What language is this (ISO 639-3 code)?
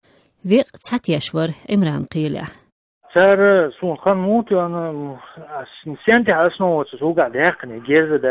che